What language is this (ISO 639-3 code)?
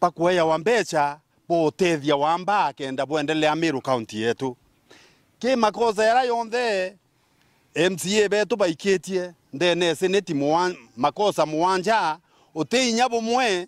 mer